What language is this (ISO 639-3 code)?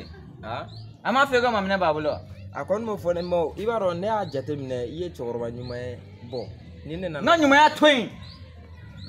bam